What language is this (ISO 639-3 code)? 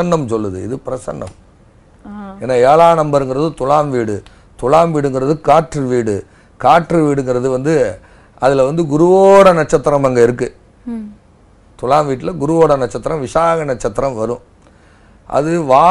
tam